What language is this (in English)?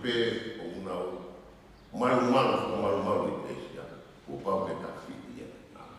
Tongan